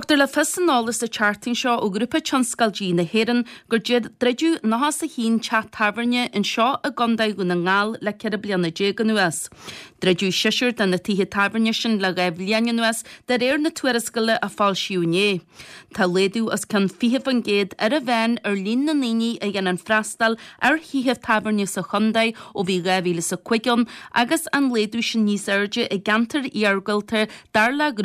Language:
Irish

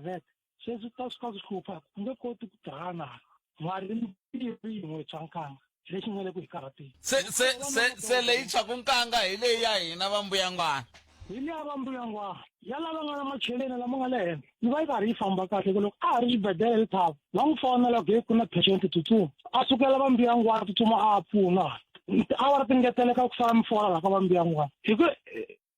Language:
Tsonga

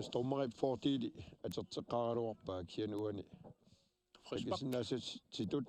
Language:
Kalaallisut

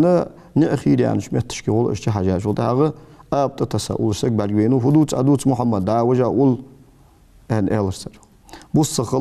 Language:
Ingush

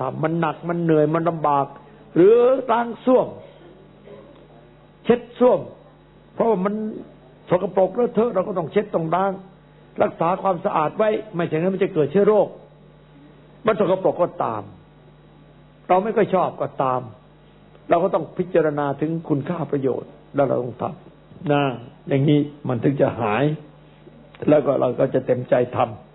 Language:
Thai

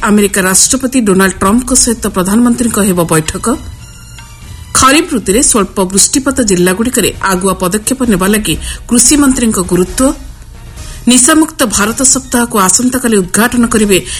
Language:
Odia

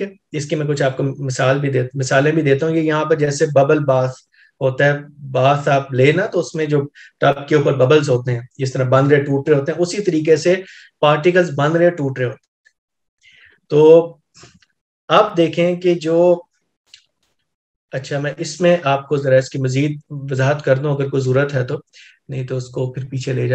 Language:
Urdu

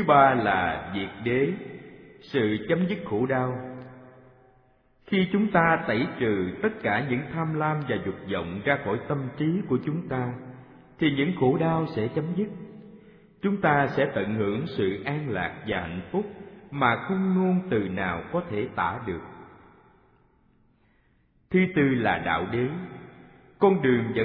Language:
Vietnamese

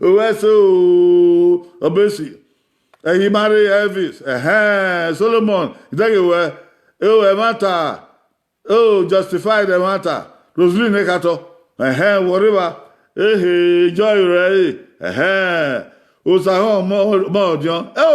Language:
Bini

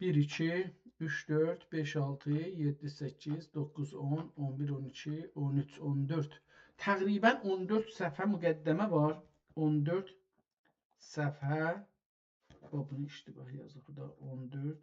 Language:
South Azerbaijani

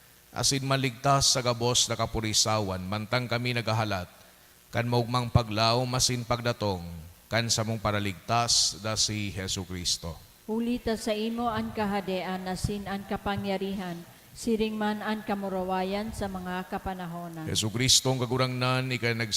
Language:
Bikol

